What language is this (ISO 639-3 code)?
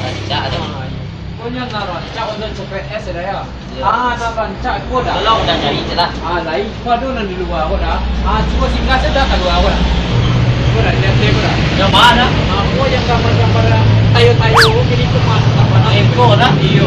min